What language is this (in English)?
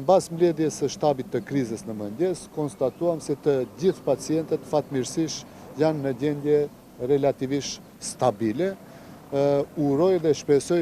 Albanian